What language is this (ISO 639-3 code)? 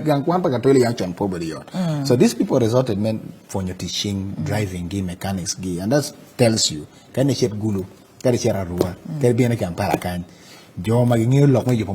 ach